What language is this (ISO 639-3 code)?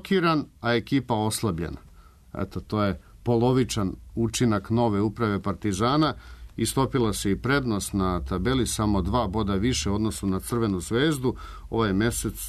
srp